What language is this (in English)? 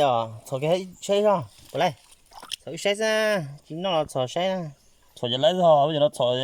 Hmong